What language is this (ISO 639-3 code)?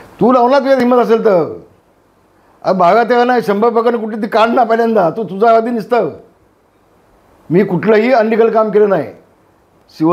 mar